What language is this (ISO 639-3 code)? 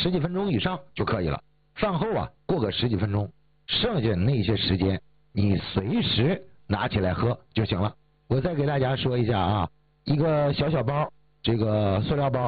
zho